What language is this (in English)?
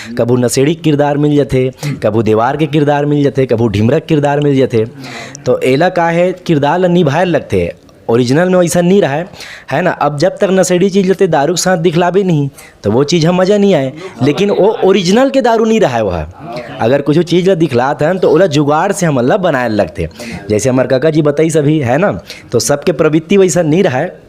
Chhattisgarhi